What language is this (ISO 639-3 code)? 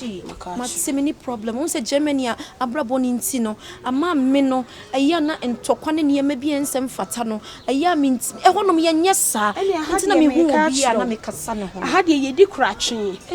aka